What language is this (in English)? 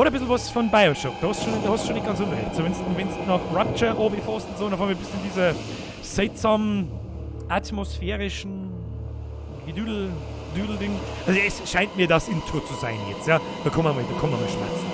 Bavarian